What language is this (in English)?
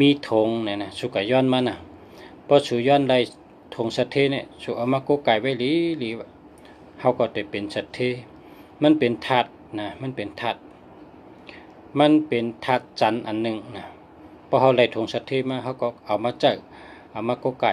Shan